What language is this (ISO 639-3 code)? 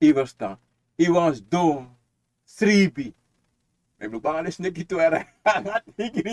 srn